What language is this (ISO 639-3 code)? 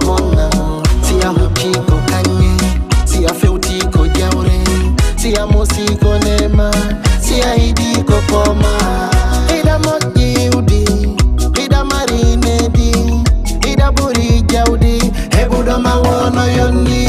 ful